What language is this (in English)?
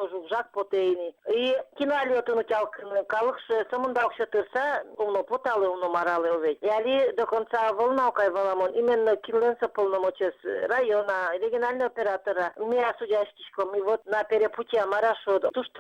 Udmurt